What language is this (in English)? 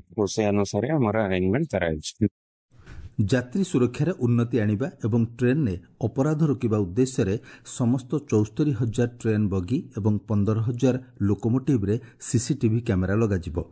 Odia